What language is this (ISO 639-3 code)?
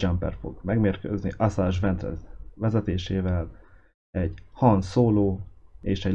hun